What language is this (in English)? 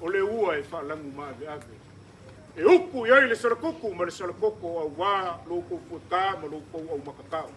Samoan